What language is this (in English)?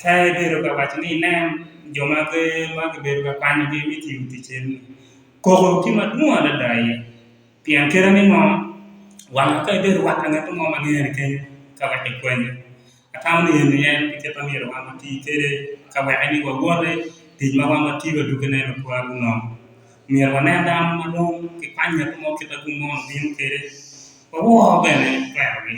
Acoli